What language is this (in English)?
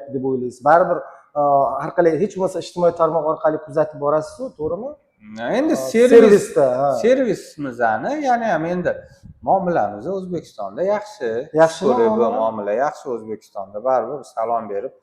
Uzbek